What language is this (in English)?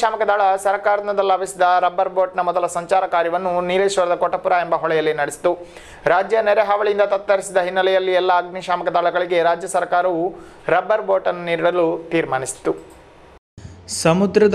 Kannada